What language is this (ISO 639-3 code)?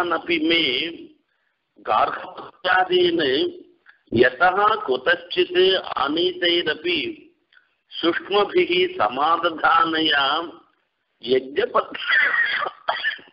tam